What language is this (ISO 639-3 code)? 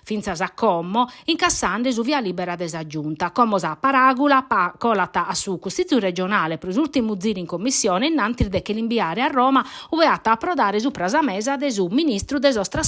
srd